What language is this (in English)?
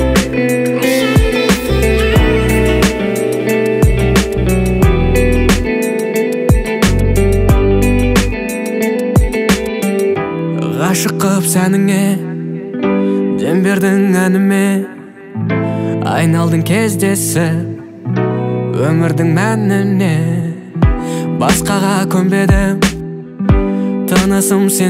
Kazakh